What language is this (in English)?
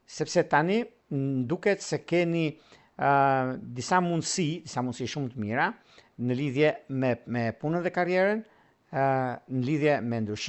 Albanian